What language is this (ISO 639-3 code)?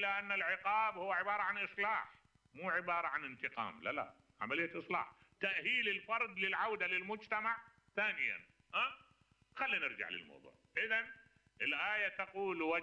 acm